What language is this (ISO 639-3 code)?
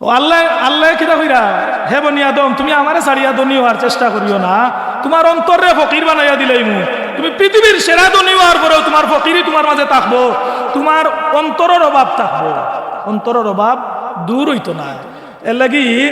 syl